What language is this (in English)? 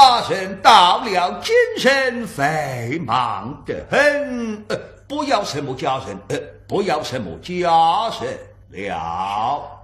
Wu Chinese